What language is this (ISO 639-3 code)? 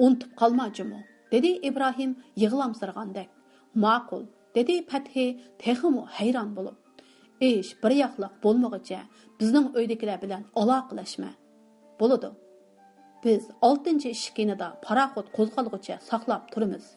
uig